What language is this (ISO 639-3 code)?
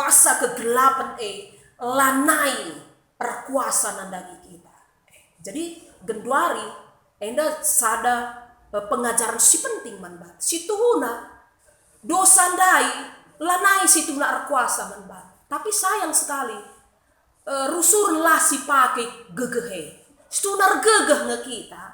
btx